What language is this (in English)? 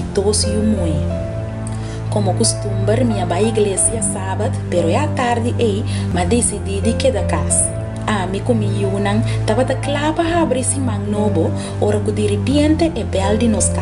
Papiamento